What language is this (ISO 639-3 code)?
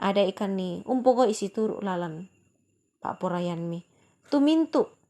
sda